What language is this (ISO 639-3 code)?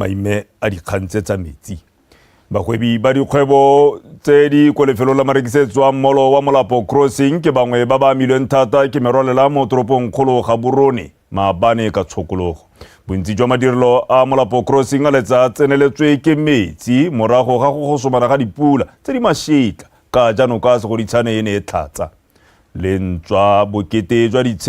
tsn